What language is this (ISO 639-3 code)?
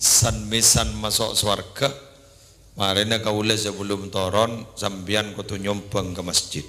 mad